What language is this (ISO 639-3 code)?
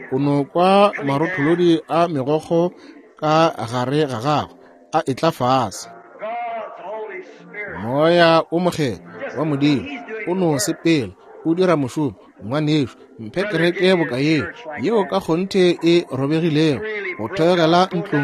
nso